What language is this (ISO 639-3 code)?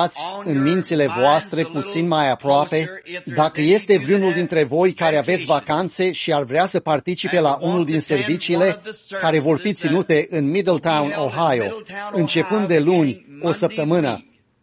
ron